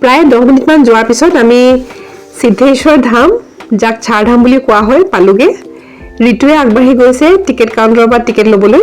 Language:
Assamese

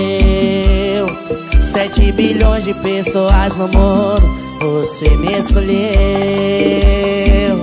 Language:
Portuguese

